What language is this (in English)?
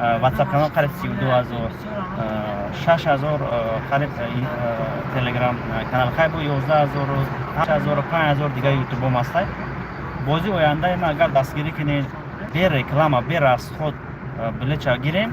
Tajik